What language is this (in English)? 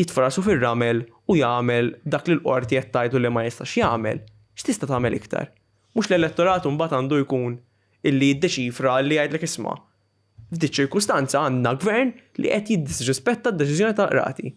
Maltese